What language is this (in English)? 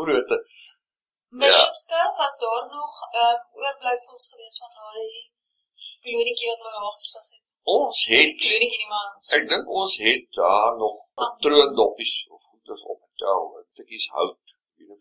Afrikaans